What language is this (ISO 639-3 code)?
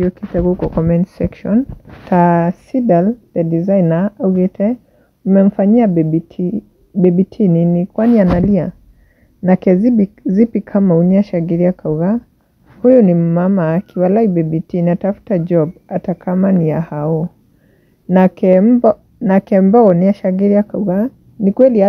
kik